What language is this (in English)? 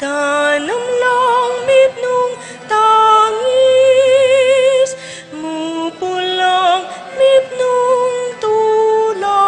Pampanga